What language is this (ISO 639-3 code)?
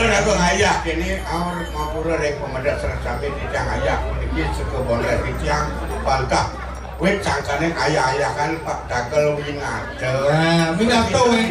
ban